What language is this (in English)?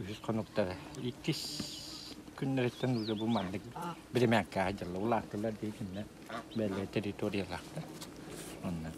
Yakut